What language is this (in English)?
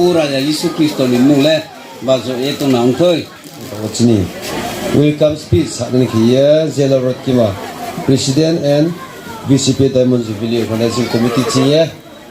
Riang (India)